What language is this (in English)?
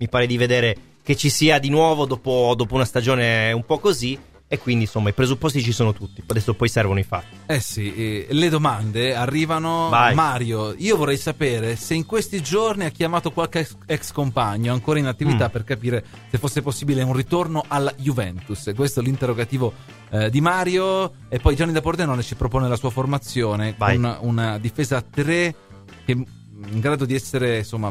Italian